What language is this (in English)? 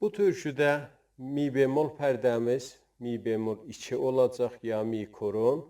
South Azerbaijani